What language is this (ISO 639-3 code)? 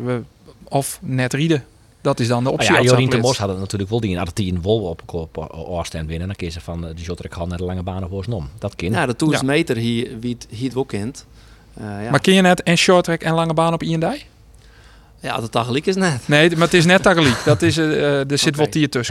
fry